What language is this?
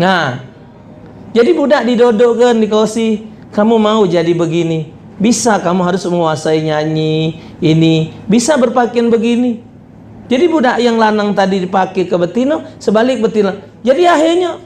Musi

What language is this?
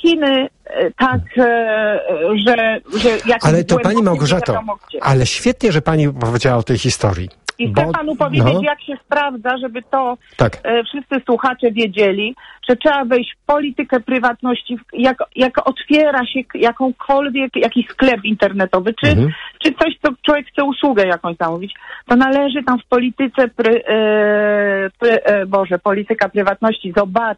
Polish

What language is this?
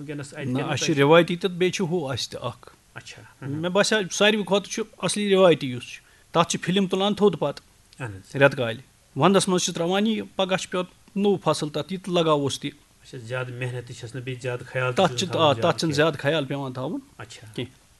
Kashmiri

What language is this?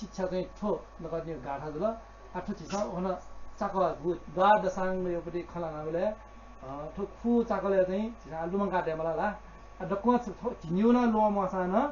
Newari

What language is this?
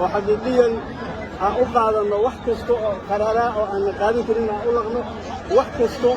Somali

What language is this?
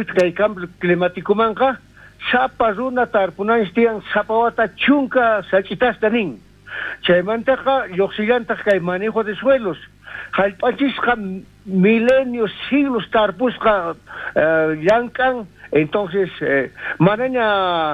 South Bolivian Quechua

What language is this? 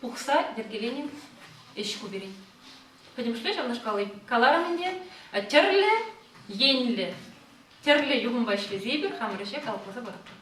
Chuvash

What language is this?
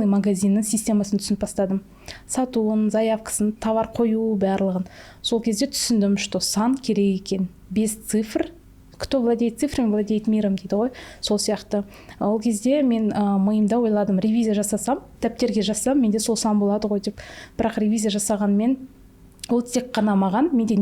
Kazakh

